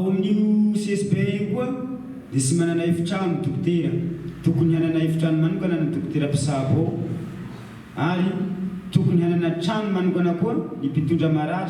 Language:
Malagasy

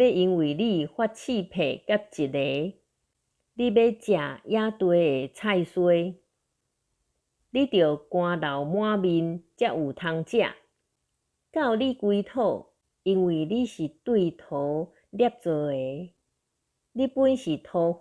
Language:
Min Nan Chinese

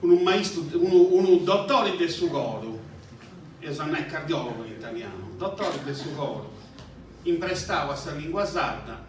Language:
Sardinian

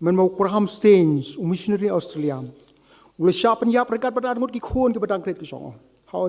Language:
Khasi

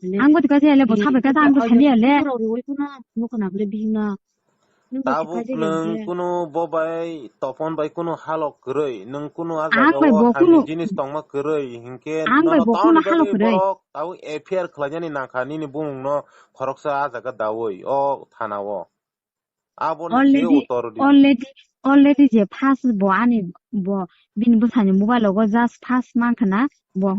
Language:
Kok Borok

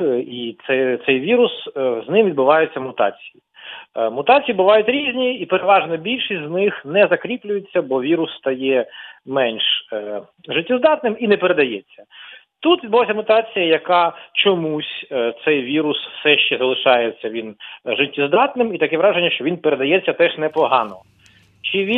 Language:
Ukrainian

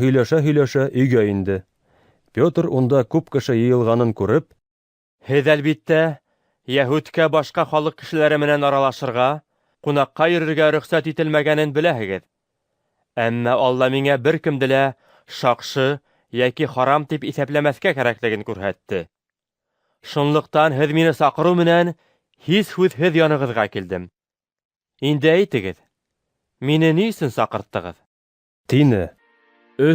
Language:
Bashkir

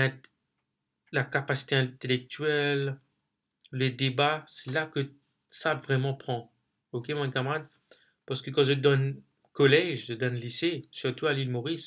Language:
Morisyen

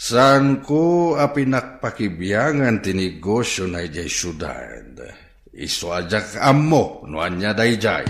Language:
Iloko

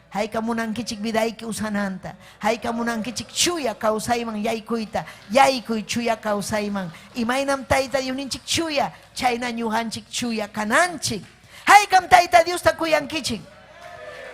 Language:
Ayacucho Quechua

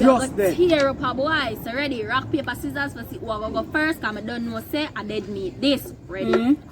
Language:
Jamaican Creole English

